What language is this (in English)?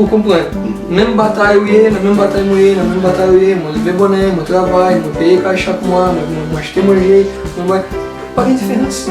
Haitian Creole